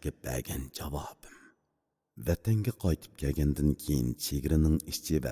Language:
Uyghur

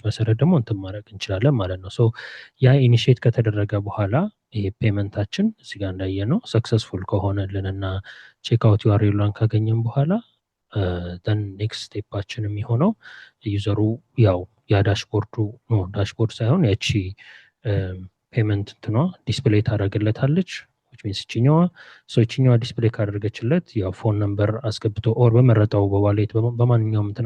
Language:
Amharic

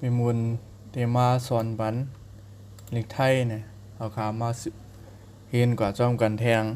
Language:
Shan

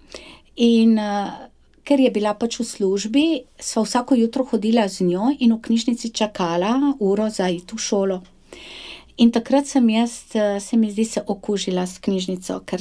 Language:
Slovenian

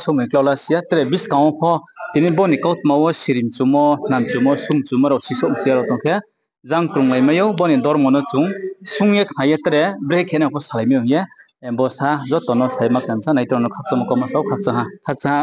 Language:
Riang (India)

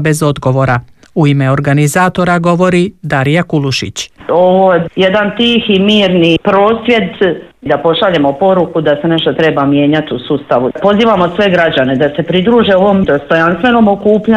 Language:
Croatian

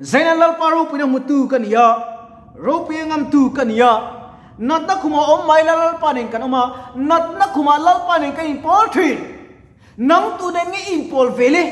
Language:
Mizo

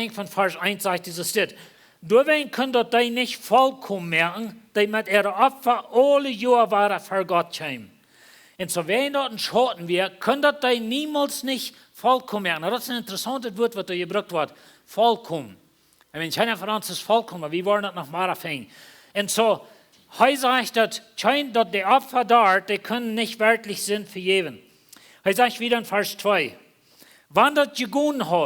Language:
Plautdietsch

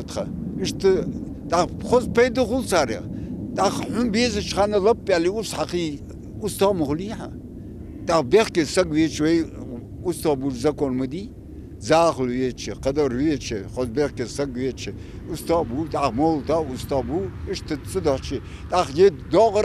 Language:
Ingush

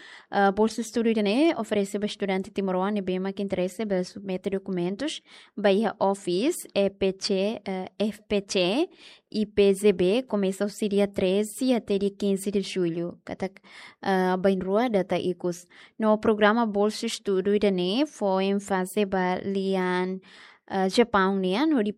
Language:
Tetum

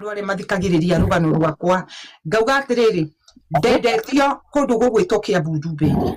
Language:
Kikuyu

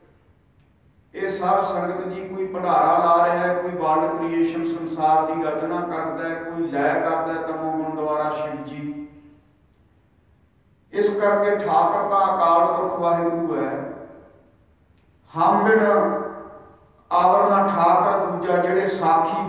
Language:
Punjabi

